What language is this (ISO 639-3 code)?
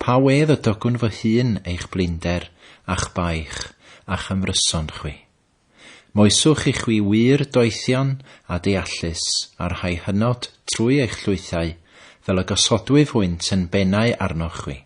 cym